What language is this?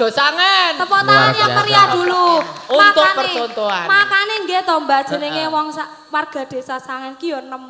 Javanese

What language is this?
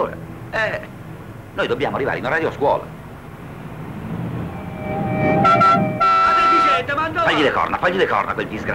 Italian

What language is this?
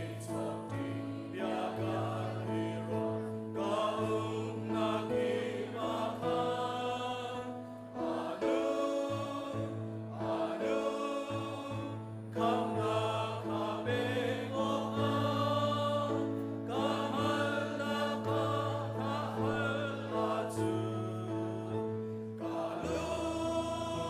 Hakha Chin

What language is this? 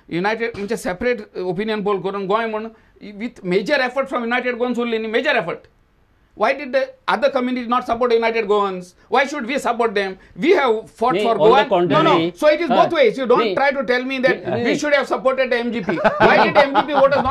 Konkani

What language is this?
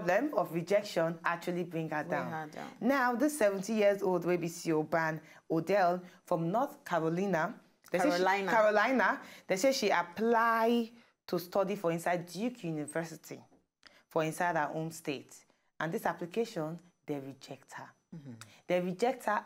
Nigerian Pidgin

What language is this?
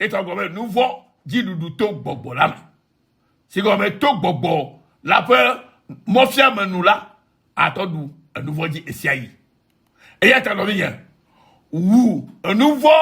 Ewe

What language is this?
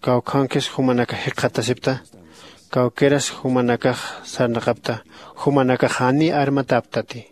Aymara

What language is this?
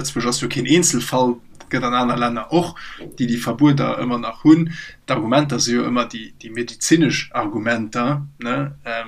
Luxembourgish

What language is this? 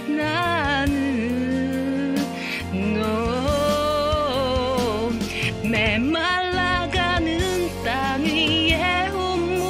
Korean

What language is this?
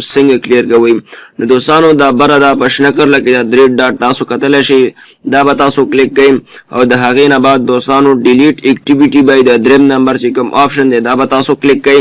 Pashto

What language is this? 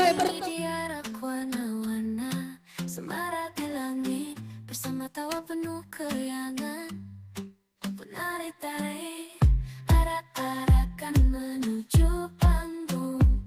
Banjar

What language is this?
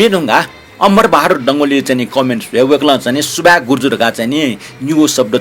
Newari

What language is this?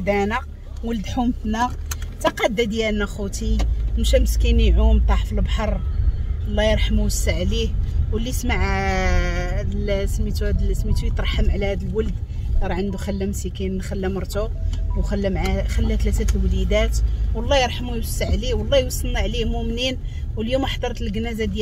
Moroccan Arabic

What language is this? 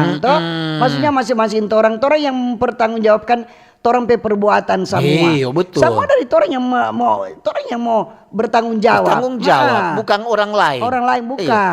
Manado Malay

